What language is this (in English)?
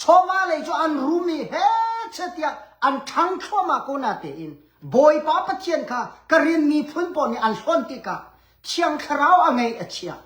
Hakha Chin